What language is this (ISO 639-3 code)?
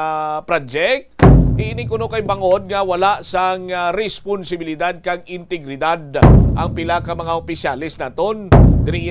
hil